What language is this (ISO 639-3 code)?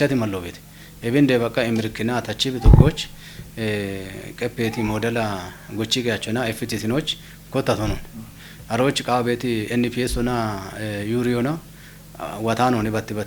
kbr